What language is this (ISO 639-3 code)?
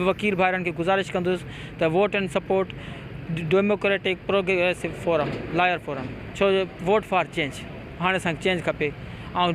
snd